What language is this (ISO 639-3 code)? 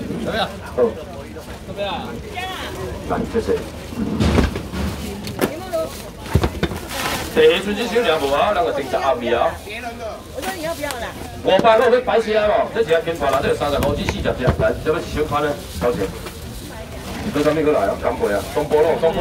nan